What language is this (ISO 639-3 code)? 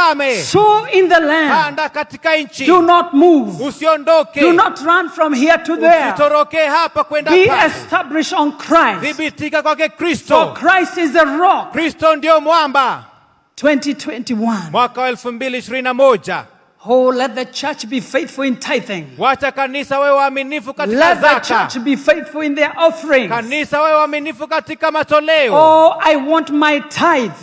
swa